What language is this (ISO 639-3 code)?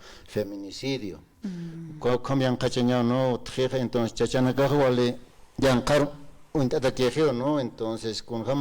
aym